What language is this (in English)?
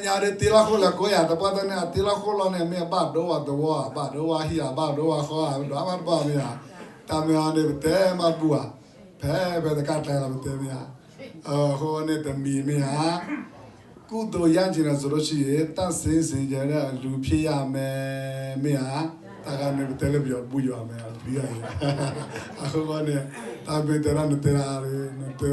S'gaw Karen